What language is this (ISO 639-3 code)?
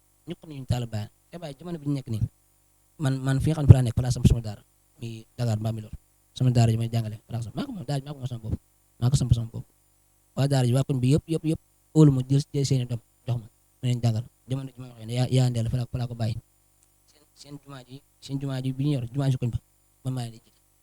wol